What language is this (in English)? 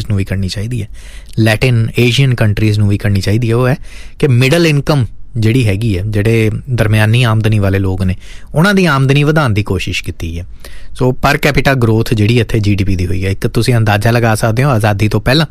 Punjabi